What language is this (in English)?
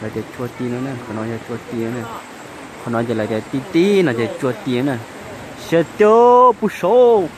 Hmong